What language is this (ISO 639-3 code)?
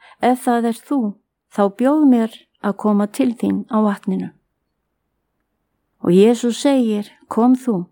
isl